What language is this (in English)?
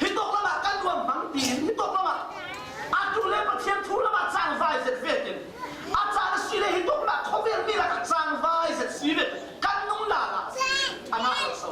Falam Chin